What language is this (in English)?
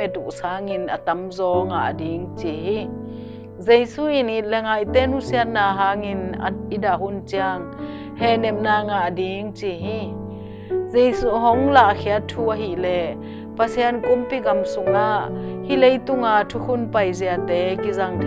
Tedim Chin